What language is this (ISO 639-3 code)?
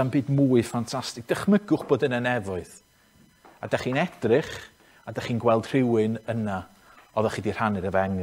cym